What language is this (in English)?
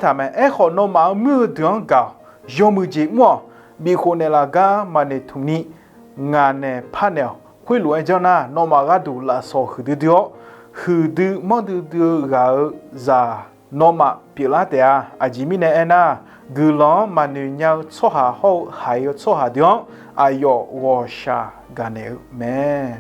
Akha